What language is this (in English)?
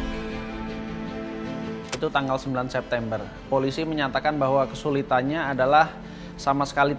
Indonesian